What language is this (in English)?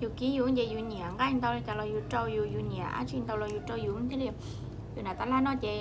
Hmong